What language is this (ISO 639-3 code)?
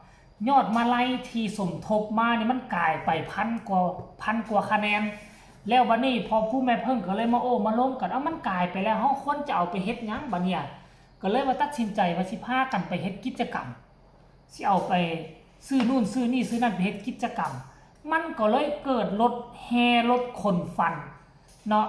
tts